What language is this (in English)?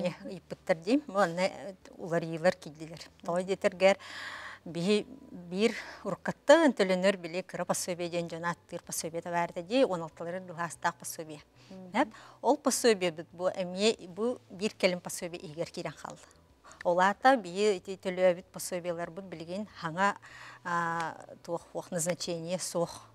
Yakut